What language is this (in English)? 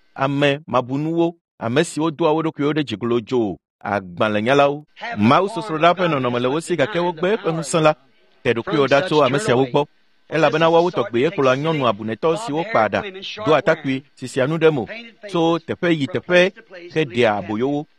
Ewe